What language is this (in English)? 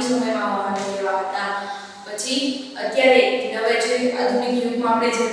Gujarati